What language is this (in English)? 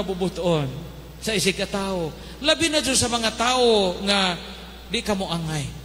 Cebuano